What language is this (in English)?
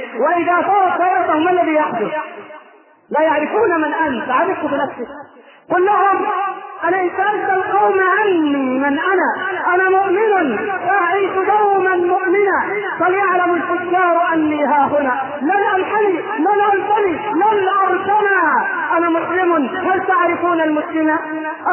Arabic